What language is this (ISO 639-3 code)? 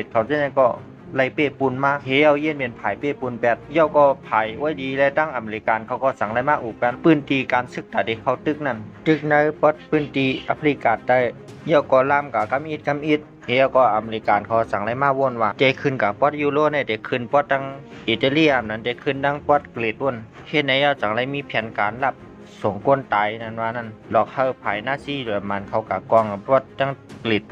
shn